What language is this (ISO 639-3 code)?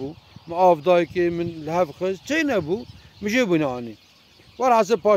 kur